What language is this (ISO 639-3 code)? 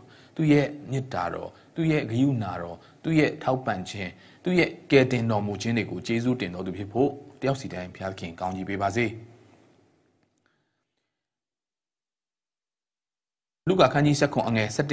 mya